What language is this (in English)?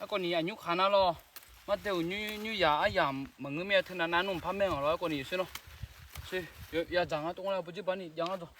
Akha